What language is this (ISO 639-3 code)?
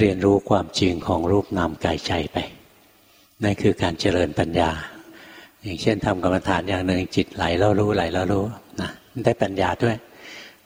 tha